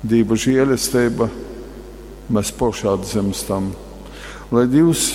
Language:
Latgalian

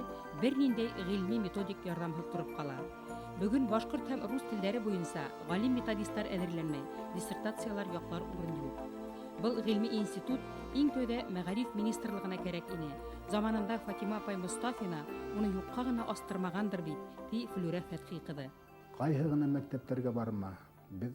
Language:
Bashkir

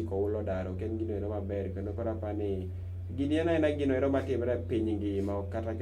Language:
Luo (Kenya and Tanzania)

